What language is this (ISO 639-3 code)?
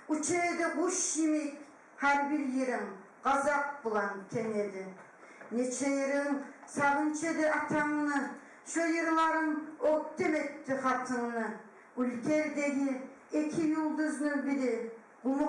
kum